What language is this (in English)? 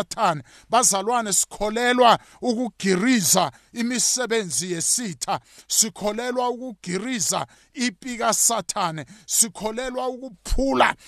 South Ndebele